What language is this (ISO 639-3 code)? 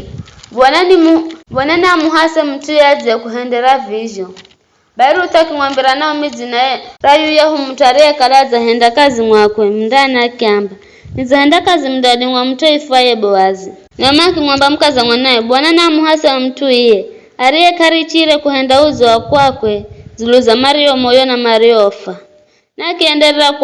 nyf